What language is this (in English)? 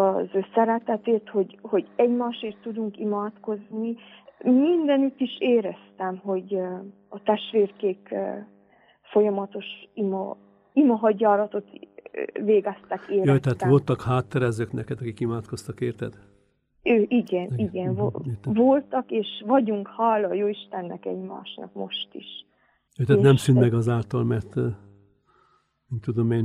Hungarian